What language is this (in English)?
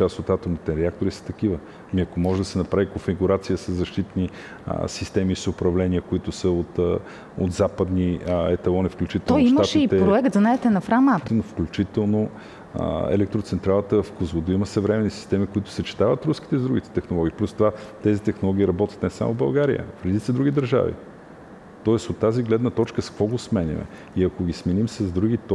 Bulgarian